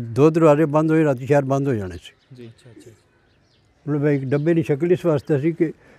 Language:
Pahari-Potwari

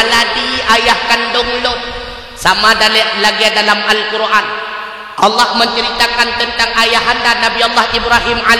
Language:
Achinese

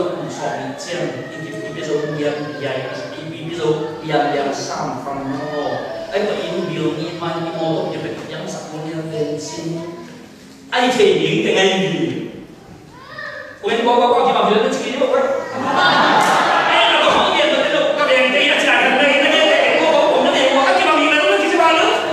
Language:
Vietnamese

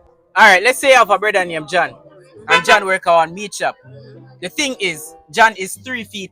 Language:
Jamaican Creole English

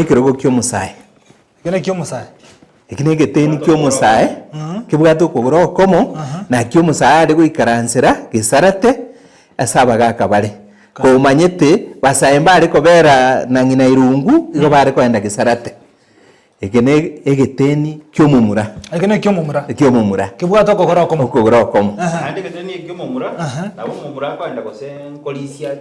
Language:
Gusii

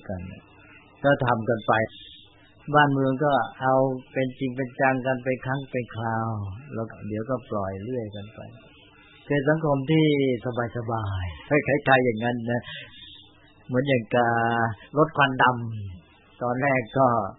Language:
Thai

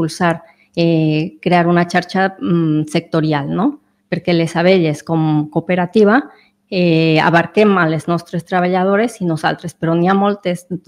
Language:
Catalan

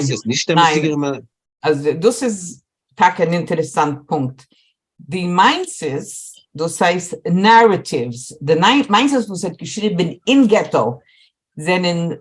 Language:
Yiddish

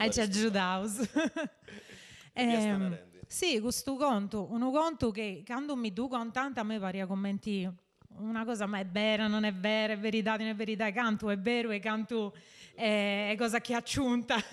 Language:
Sardinian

